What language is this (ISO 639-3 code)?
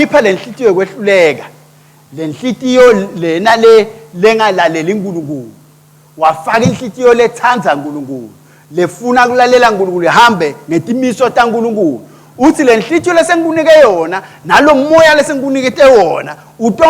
ssw